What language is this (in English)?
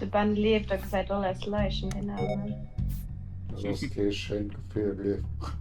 Luxembourgish